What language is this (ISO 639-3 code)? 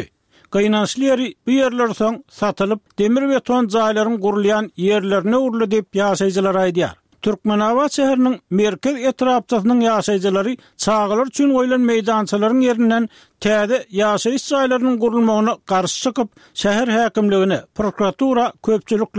tuk